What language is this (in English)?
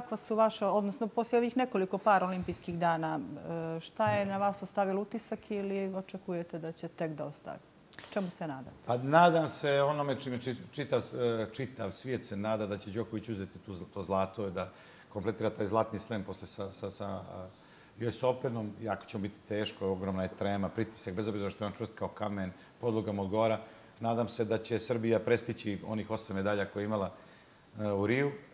Bosnian